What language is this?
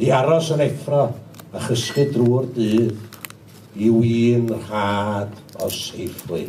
Welsh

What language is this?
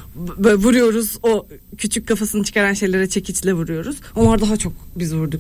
Turkish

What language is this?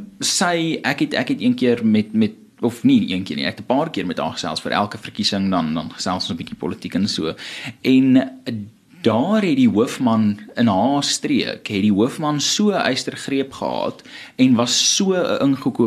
Afrikaans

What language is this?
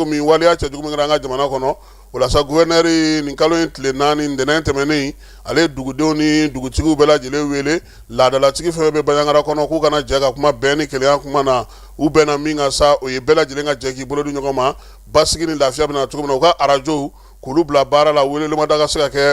Bambara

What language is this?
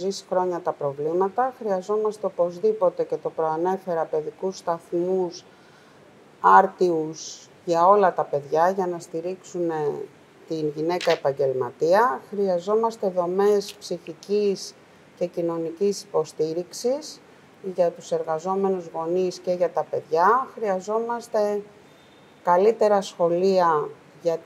Greek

